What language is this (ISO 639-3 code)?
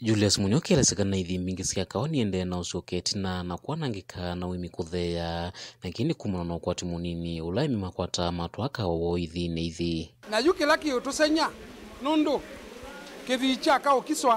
kam